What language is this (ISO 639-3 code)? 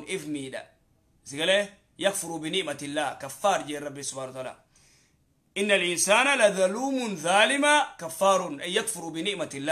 orm